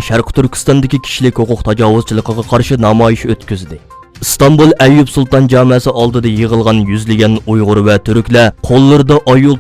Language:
Uyghur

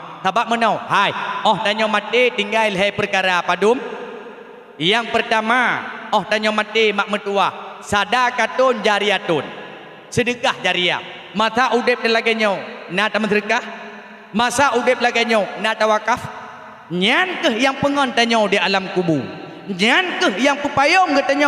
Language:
Achinese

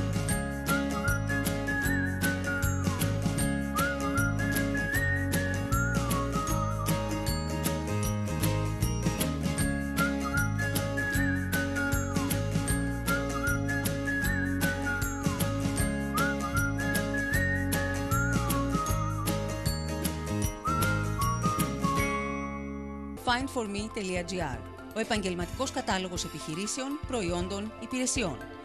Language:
Greek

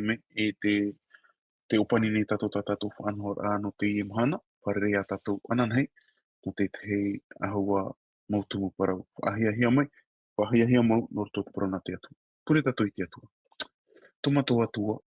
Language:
Tahitian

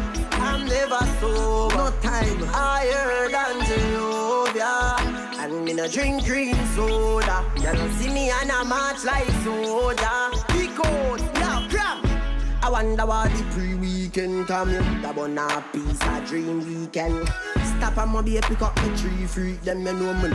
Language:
Jamaican Creole English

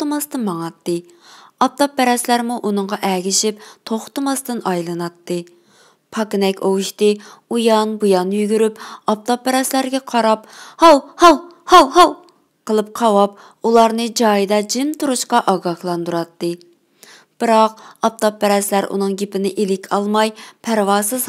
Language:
Uyghur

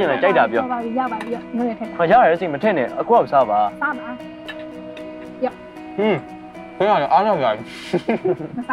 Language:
Burmese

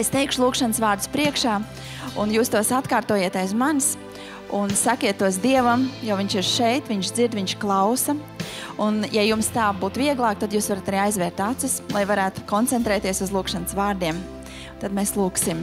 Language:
Latvian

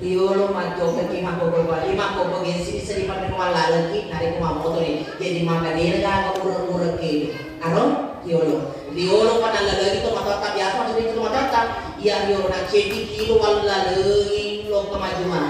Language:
Buginese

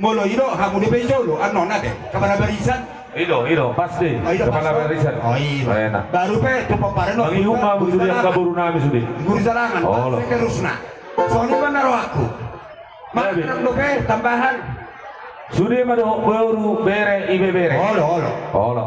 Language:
Batak Toba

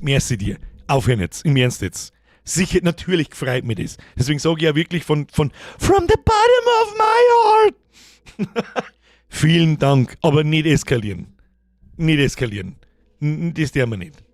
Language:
Bavarian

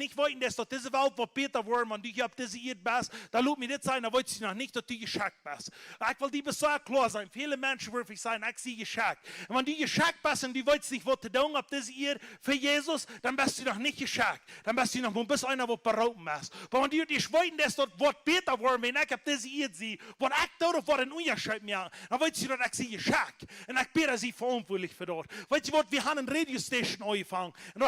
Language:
Plautdietsch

